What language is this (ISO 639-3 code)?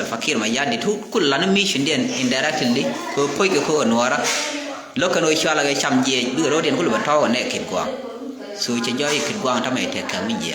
nus